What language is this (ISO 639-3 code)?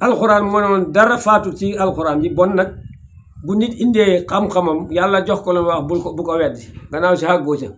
wol